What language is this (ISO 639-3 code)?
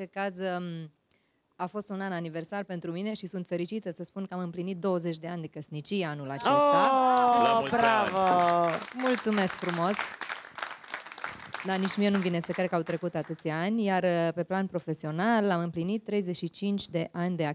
ron